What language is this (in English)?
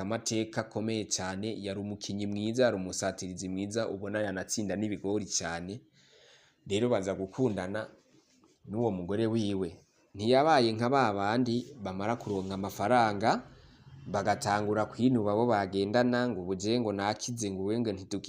Rundi